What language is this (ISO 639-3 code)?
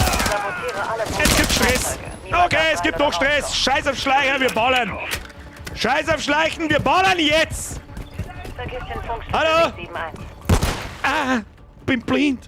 bar